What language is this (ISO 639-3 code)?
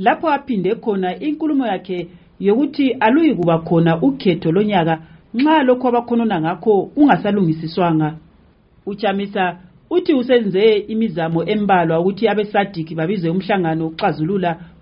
nde